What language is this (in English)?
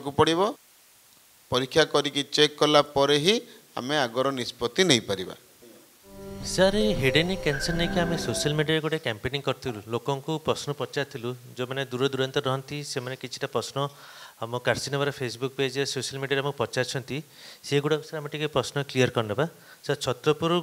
Odia